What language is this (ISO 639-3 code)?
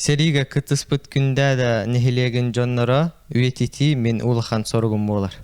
sah